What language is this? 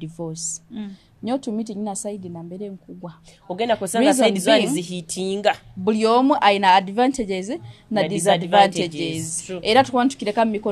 Nyoro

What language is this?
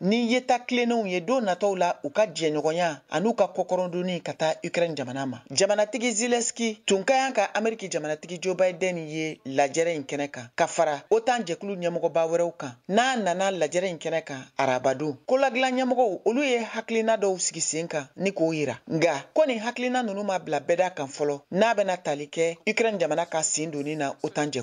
Bambara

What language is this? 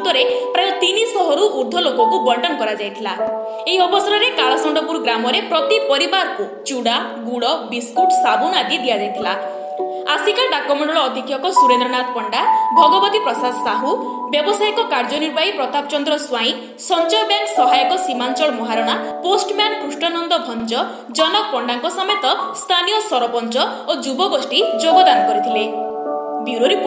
Odia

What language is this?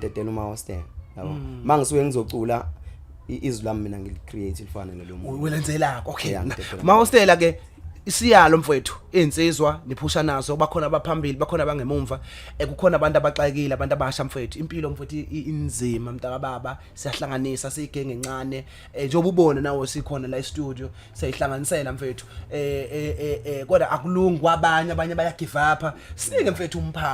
Zulu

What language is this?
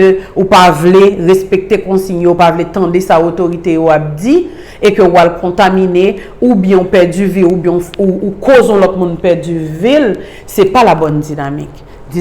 Haitian Creole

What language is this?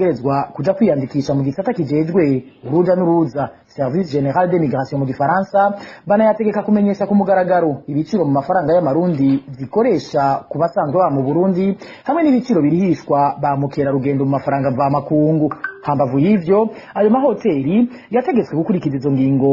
Rundi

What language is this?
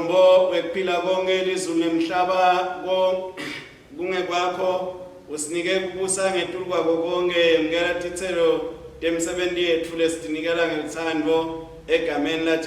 Swati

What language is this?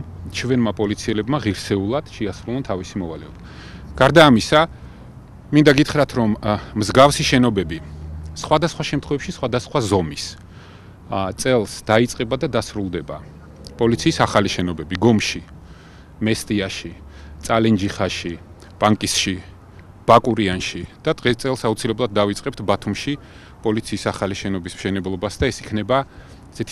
Georgian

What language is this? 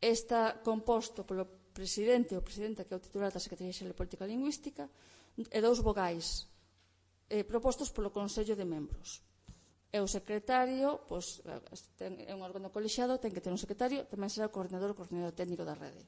Galician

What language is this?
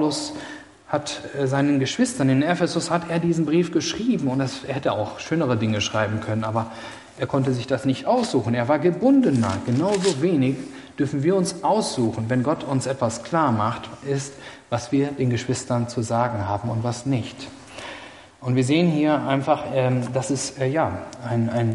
German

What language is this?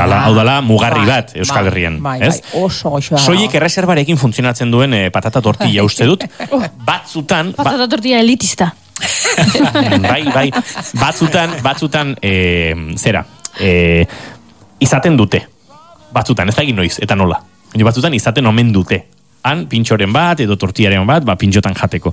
Basque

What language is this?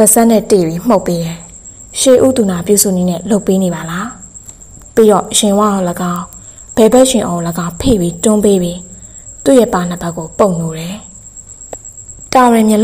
Burmese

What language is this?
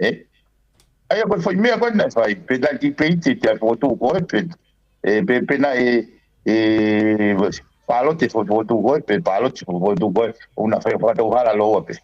Tongan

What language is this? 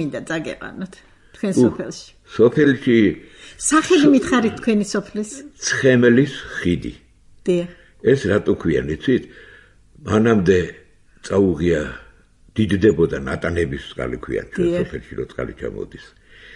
Georgian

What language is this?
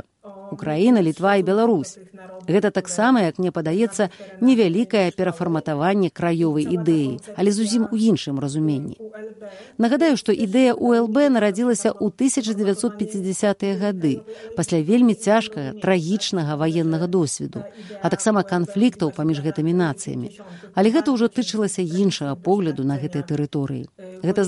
Belarusian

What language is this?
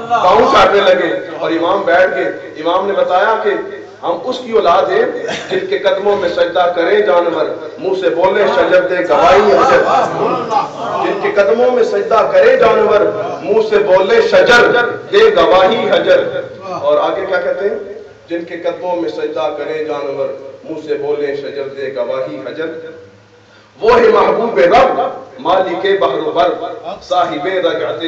Urdu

